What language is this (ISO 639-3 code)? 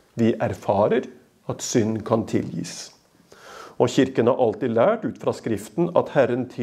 nor